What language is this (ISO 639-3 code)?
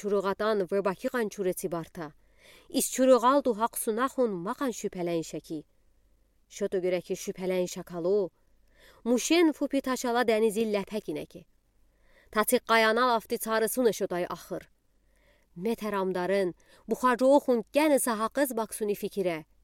udi